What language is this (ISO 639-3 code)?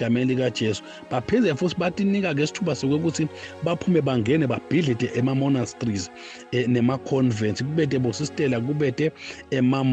ssw